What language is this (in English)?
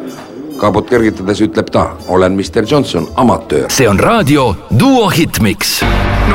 Estonian